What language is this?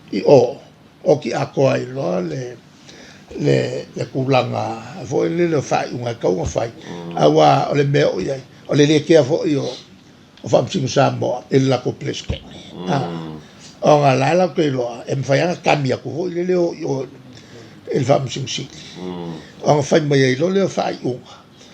Samoan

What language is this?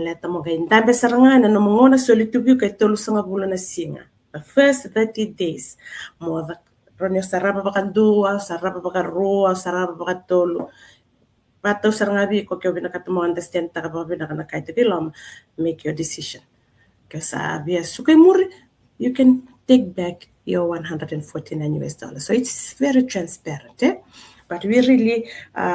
Fijian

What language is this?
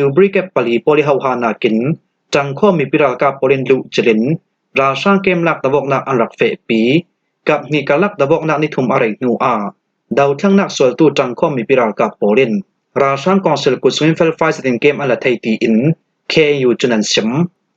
Falam Chin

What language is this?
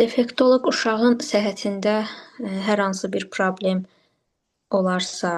Azerbaijani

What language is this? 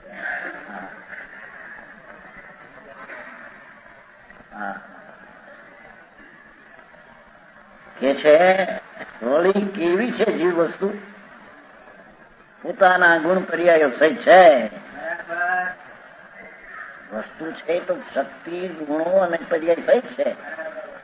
Gujarati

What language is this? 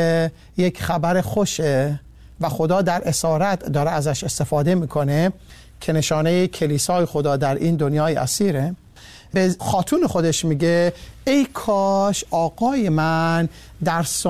Persian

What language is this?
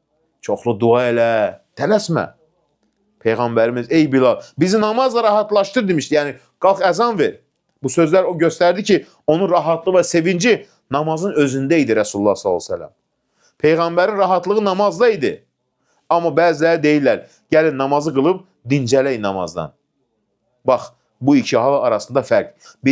Azerbaijani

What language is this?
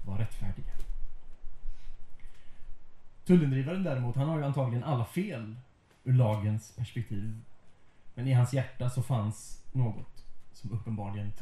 Swedish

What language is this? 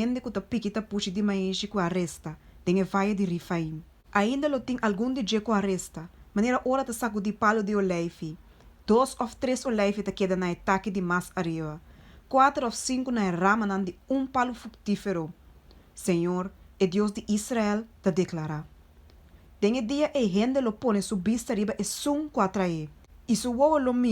Papiamento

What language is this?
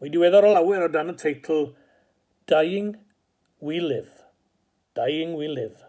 Welsh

